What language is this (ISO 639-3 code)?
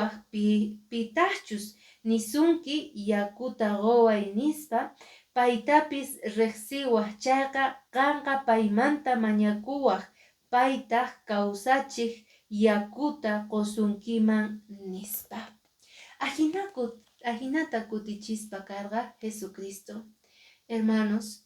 que